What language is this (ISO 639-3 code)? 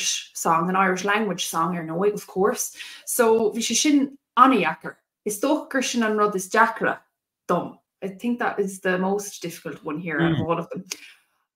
gle